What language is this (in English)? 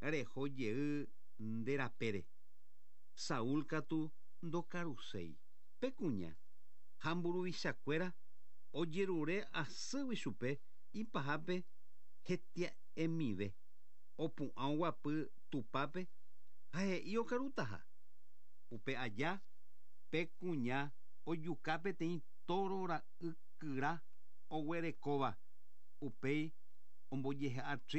Guarani